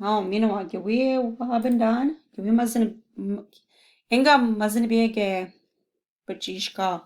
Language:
Chippewa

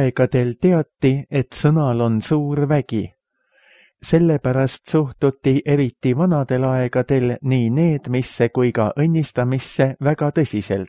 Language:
Estonian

